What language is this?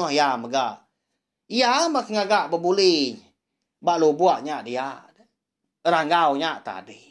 Iban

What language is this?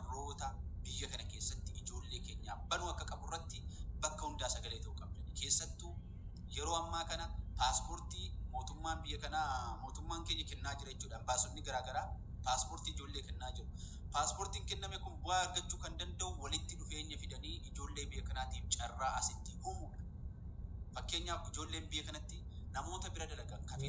Oromo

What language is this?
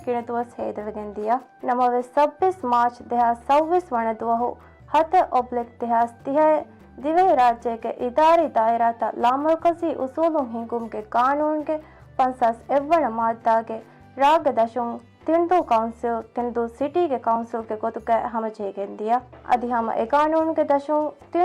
Divehi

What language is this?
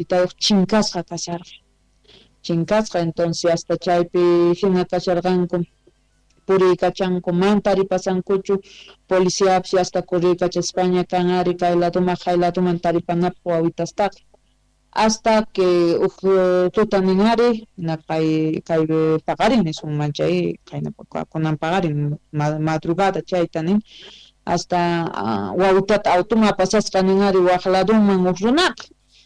South Bolivian Quechua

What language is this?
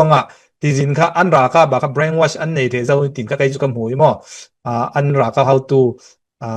Falam Chin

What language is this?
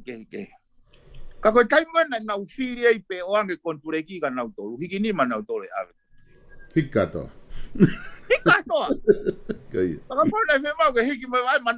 Tongan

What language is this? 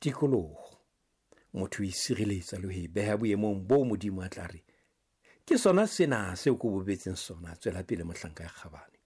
Southern Sotho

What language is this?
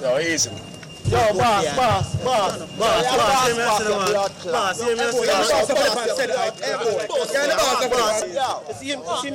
Jamaican Creole English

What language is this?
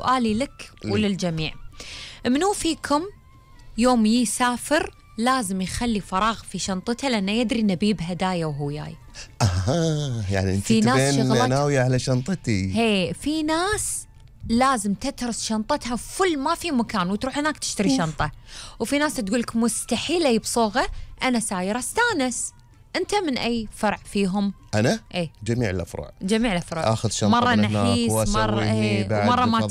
Gulf Arabic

